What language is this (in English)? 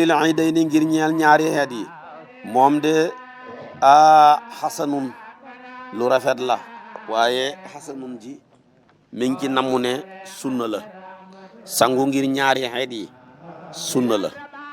Wolof